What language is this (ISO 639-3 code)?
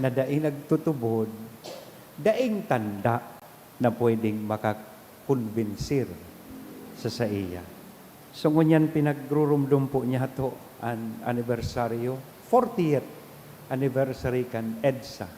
bik